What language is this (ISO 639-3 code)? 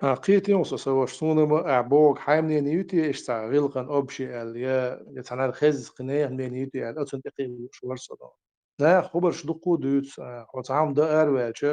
che